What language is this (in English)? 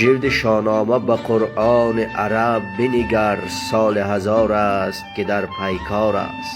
Tajik